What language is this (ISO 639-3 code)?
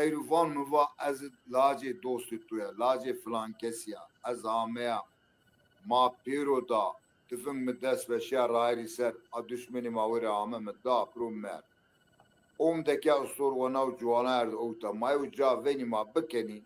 zza